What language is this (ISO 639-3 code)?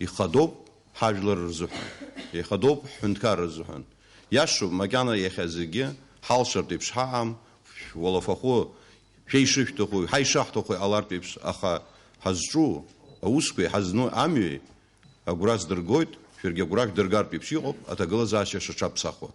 abk